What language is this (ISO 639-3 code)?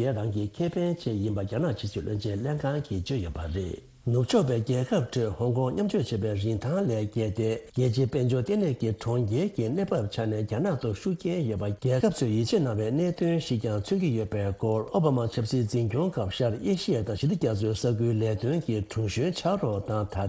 bod